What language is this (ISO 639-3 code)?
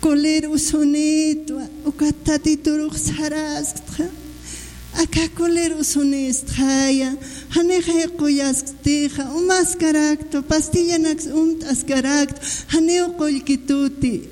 aym